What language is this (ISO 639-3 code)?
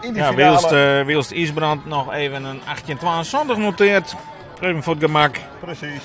fry